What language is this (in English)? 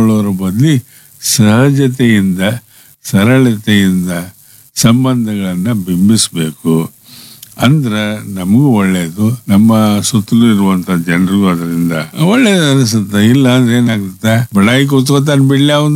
Kannada